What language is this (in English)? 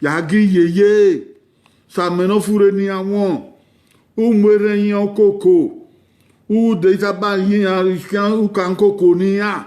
Bini